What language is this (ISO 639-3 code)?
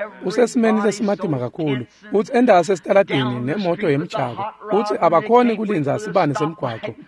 ssw